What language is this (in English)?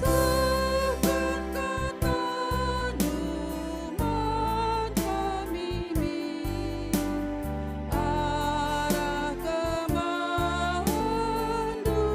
Batak Karo